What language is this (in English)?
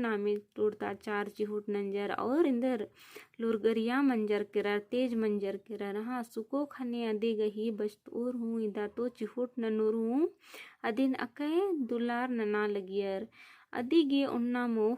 Kurukh